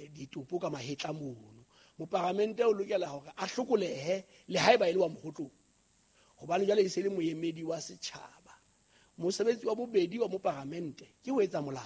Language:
Southern Sotho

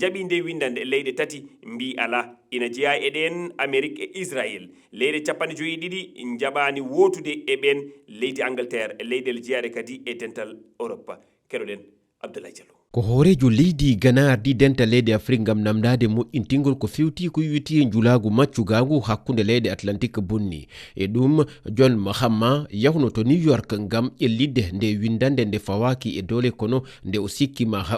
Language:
Fula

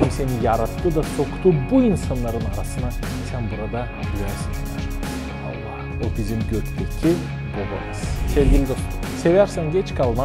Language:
Gagauz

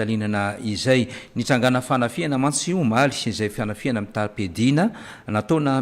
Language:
Malagasy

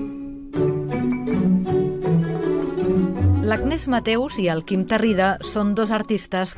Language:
Catalan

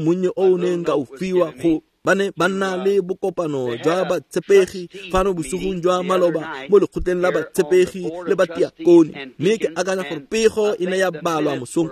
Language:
Tswana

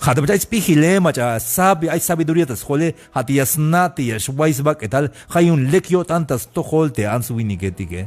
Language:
Tzeltal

